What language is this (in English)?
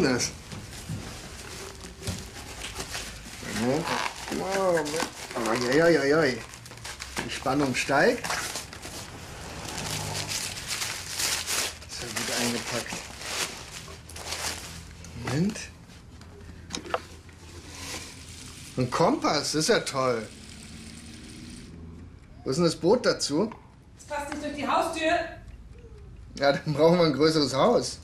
German